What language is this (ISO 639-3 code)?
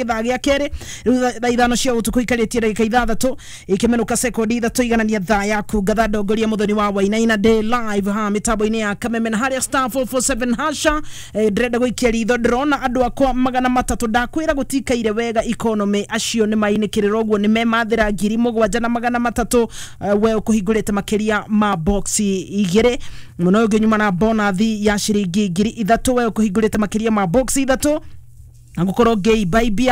kik